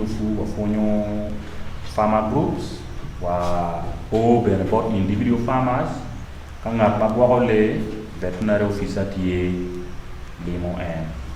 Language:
Acoli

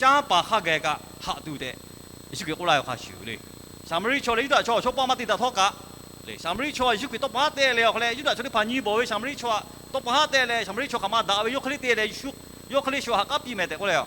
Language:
Lahu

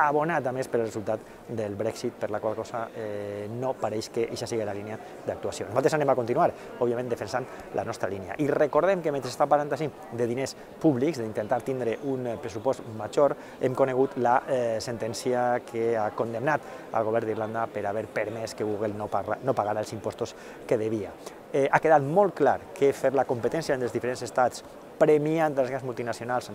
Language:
Catalan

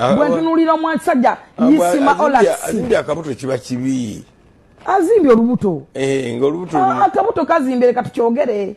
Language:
Ganda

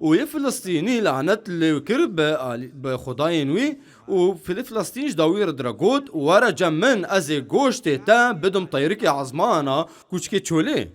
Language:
Kurdish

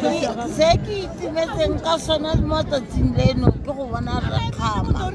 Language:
Tswana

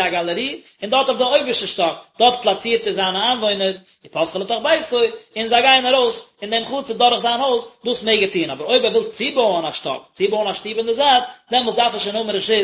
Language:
Yiddish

